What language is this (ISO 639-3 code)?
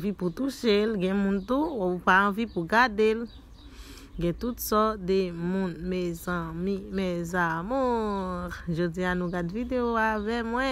hat